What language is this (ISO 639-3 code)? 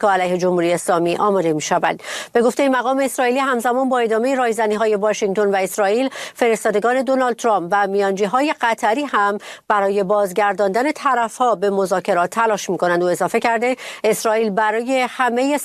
fas